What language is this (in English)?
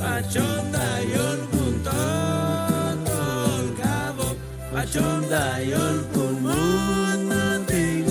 Chuj